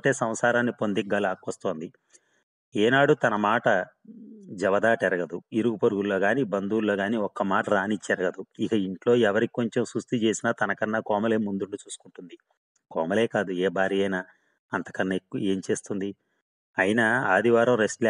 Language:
Telugu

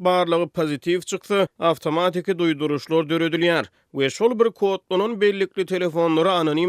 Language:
Turkmen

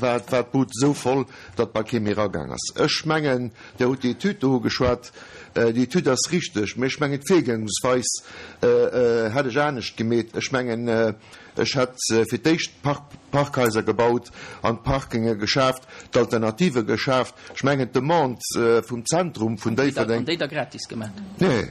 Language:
Luxembourgish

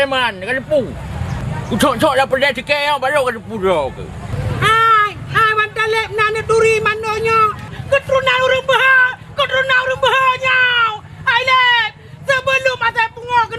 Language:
Achinese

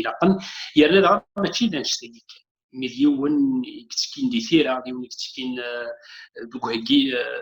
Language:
Kabyle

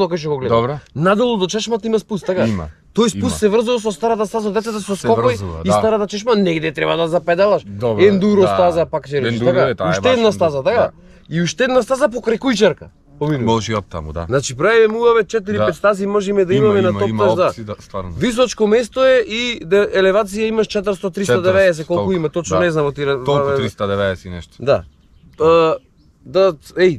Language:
Macedonian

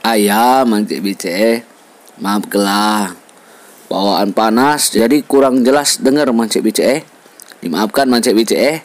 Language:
Musi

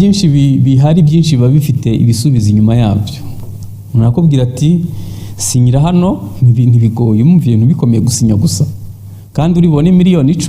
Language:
Kinyarwanda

